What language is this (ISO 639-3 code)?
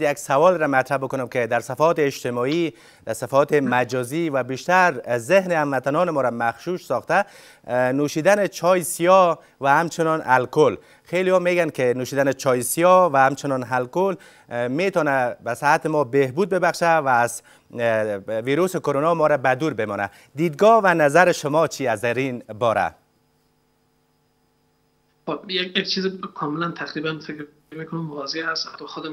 fas